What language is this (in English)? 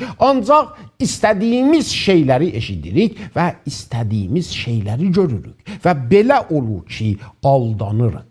South Azerbaijani